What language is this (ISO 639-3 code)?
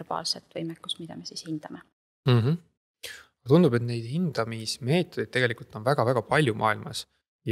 est